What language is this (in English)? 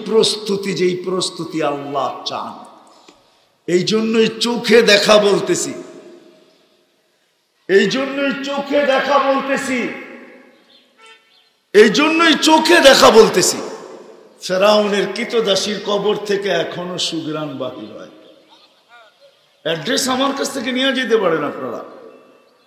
Bangla